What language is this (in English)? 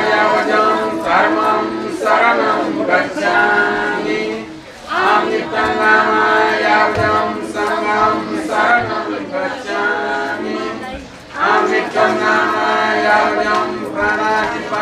Newari